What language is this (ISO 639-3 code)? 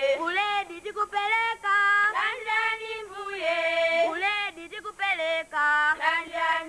nya